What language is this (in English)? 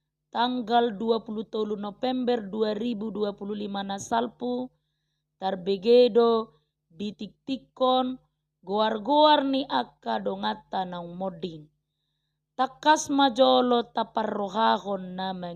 Batak Toba